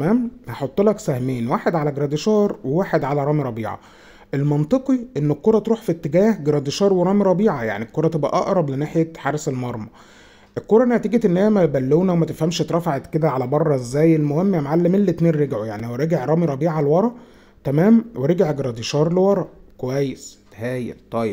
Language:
Egyptian Arabic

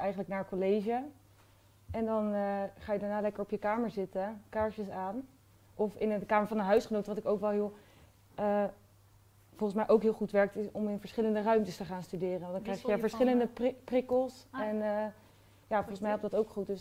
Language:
Dutch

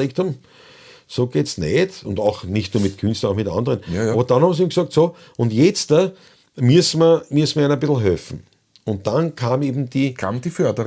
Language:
Bavarian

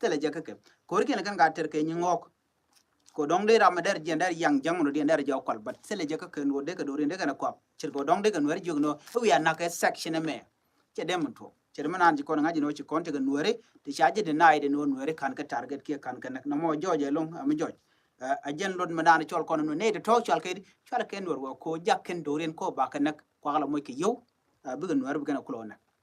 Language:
Nuer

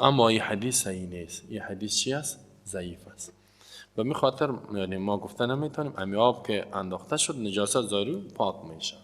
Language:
Persian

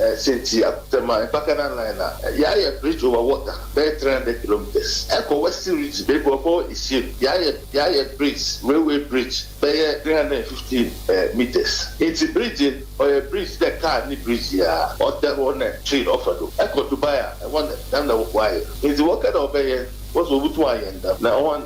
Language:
Akan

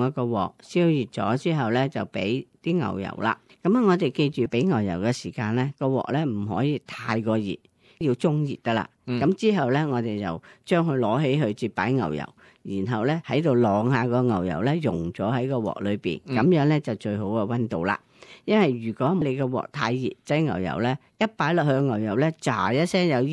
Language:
Cantonese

